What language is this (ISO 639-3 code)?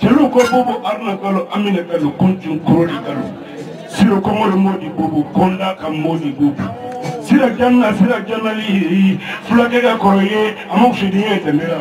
bam